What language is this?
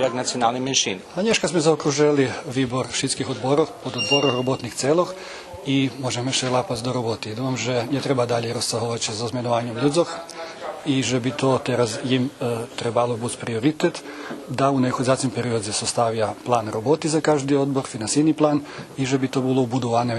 Rusyn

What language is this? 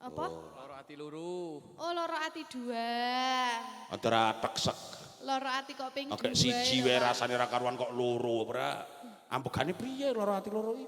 Javanese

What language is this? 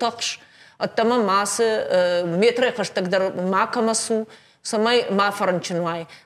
Ossetic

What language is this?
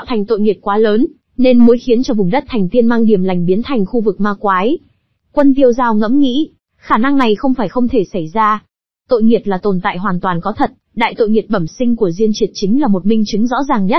Vietnamese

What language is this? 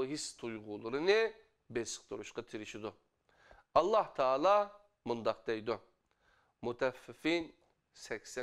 Uyghur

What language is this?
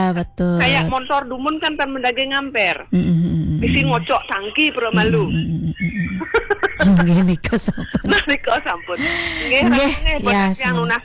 Balinese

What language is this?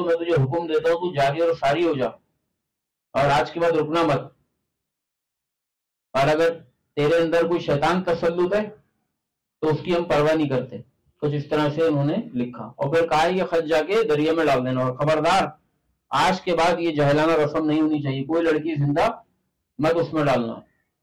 Urdu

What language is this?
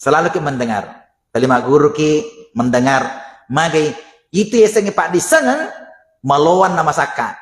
Buginese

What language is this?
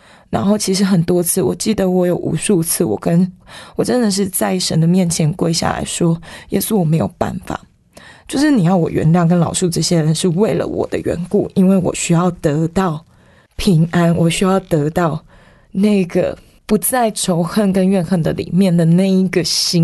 Chinese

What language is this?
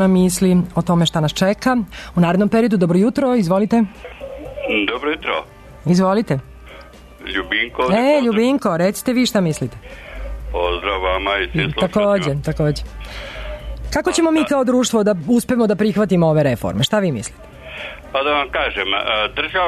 Serbian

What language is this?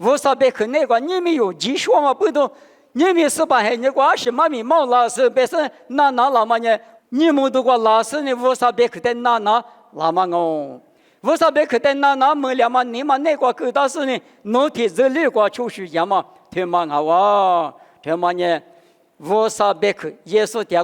Lisu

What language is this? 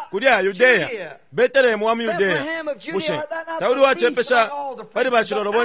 Bemba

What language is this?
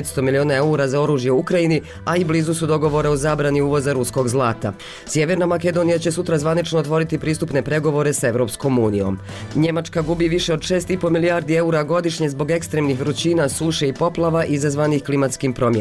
Bosnian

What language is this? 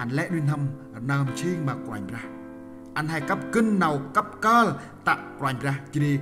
Central Mnong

